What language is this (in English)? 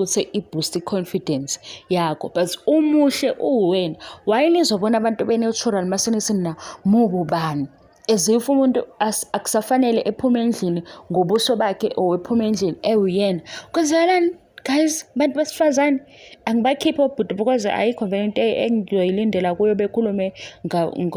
Zulu